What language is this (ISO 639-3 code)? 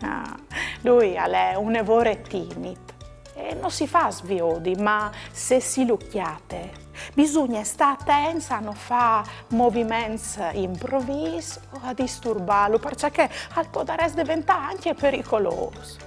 fur